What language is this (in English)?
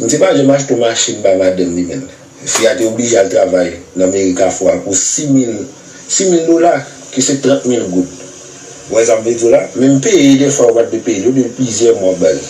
Haitian Creole